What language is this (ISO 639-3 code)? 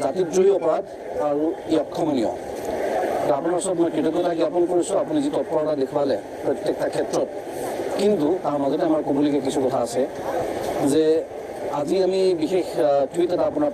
asm